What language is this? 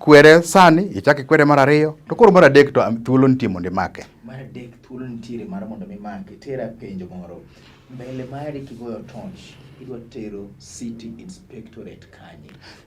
Luo (Kenya and Tanzania)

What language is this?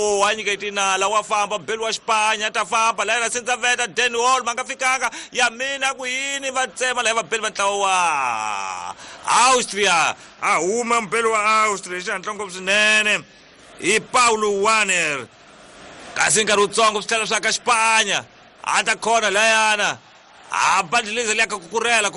Tsonga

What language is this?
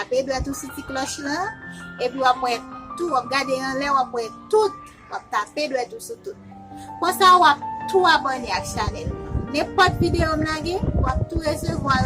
Haitian Creole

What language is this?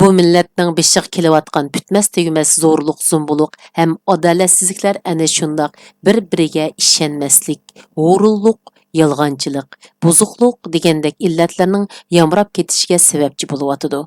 Uyghur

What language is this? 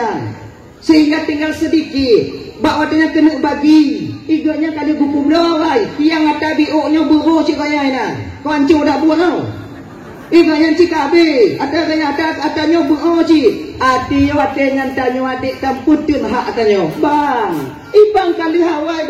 Achinese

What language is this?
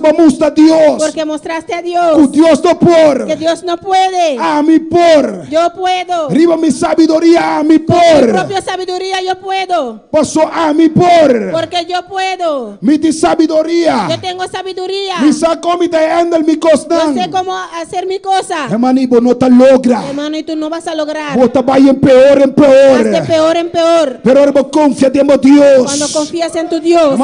Papiamento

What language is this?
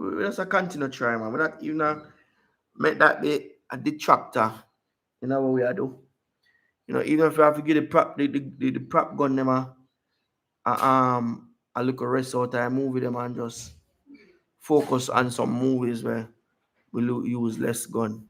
Jamaican Creole English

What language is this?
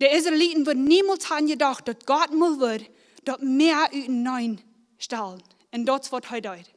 Plautdietsch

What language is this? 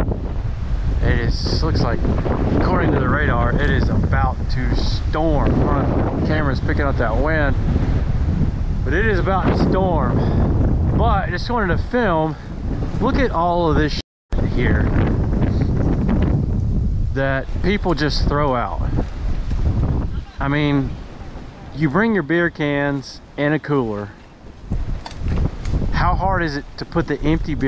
English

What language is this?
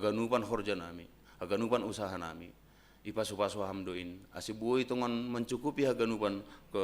Batak Simalungun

